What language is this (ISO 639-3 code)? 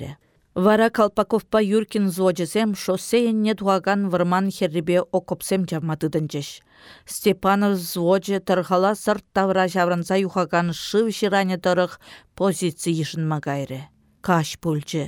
chv